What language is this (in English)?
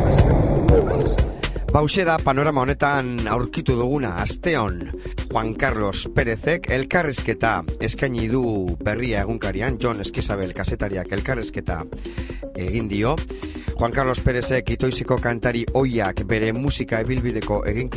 Basque